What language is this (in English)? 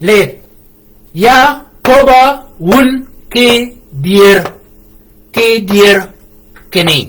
Shilluk